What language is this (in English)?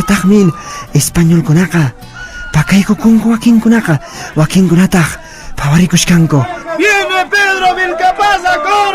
Quechua